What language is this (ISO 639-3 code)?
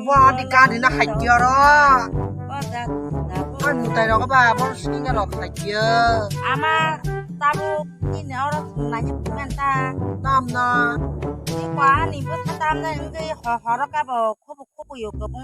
trp